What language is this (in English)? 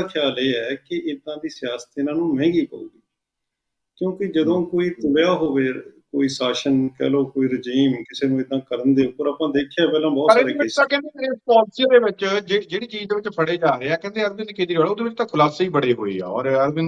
Punjabi